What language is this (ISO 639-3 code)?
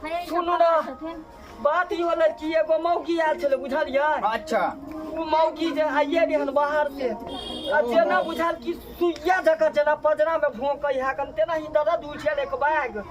mai